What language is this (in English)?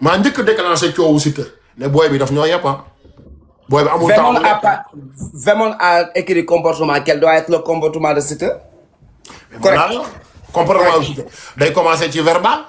Wolof